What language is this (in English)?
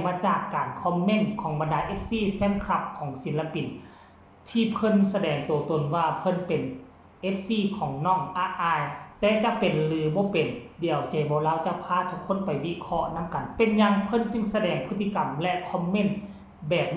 Northeastern Thai